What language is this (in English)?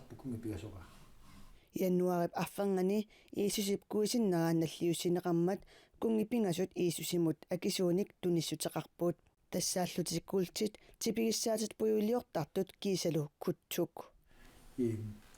Kalaallisut